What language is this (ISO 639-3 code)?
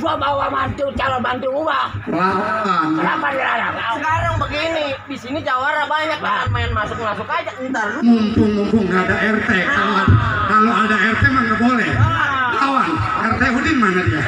bew